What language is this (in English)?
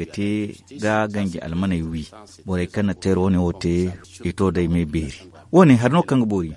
Zarma